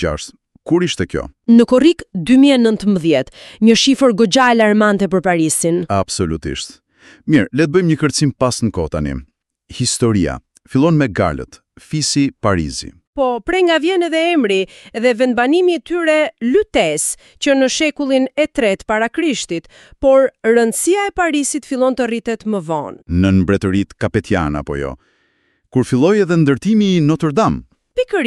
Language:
Albanian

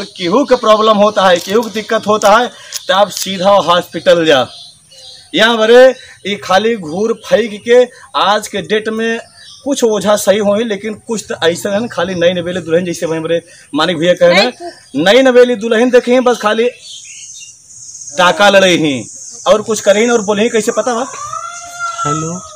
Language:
Bhojpuri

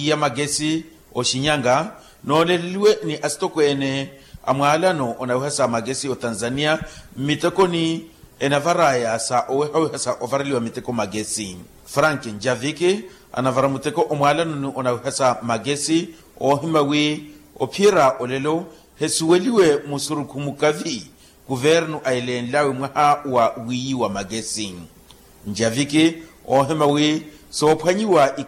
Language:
Makhuwa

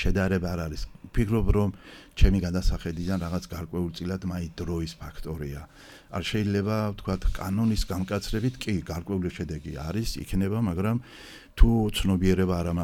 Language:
Georgian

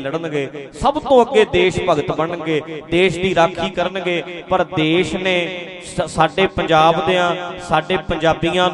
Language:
Punjabi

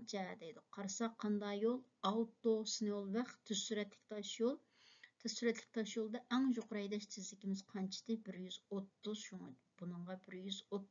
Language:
Uyghur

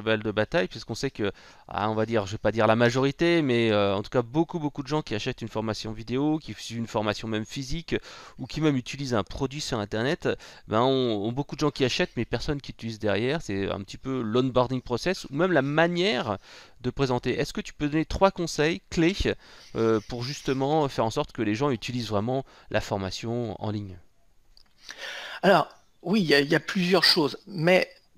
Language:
French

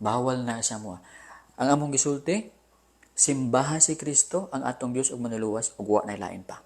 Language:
Cebuano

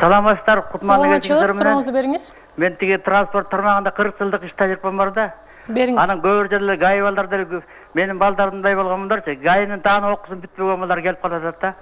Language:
Kyrgyz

